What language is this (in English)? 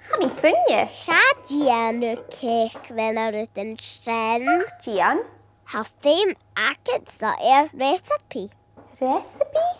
Scottish Gaelic